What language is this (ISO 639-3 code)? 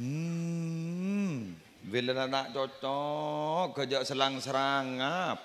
mad